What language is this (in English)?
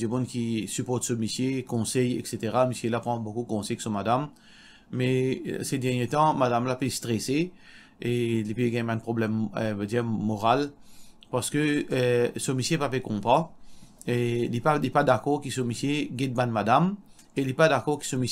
Morisyen